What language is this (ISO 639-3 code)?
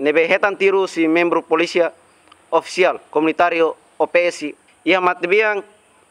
tet